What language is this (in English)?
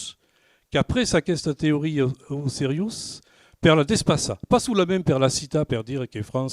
Occitan